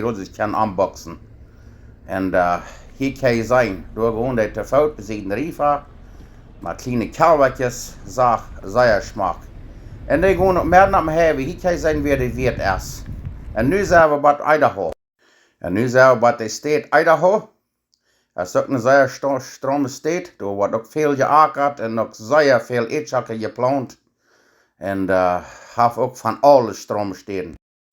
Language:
Plautdietsch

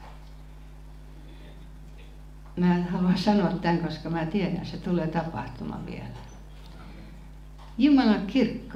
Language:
Finnish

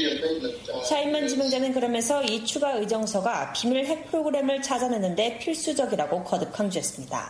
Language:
Korean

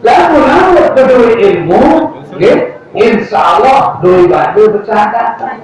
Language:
Sasak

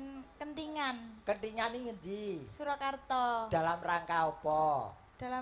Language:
Javanese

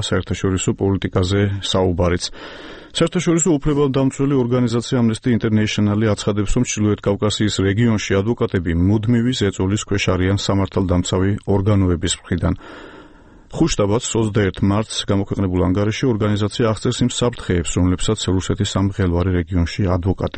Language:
Georgian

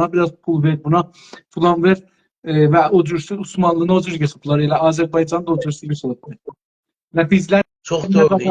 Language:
South Azerbaijani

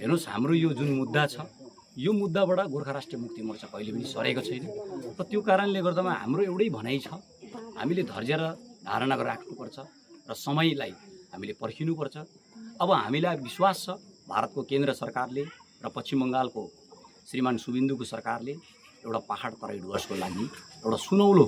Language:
Nepali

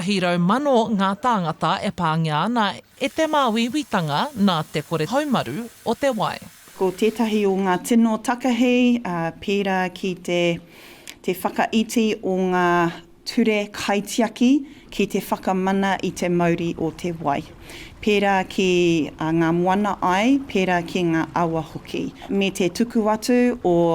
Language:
Māori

